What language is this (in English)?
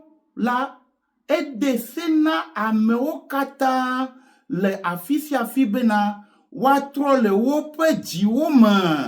Ewe